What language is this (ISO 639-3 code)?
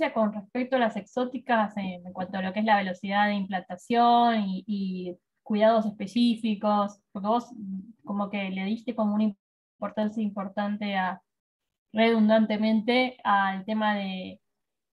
spa